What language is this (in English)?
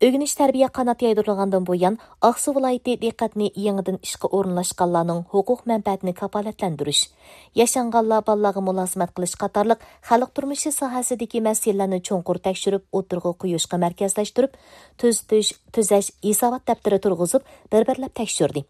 Uyghur